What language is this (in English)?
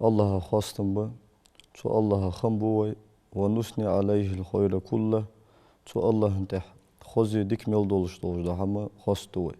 Ingush